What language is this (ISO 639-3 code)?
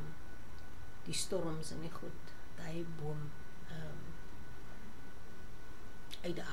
afr